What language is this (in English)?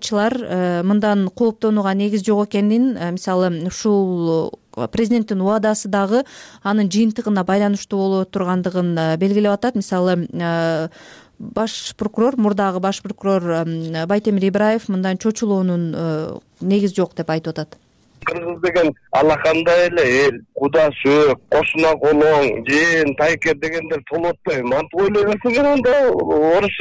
Kyrgyz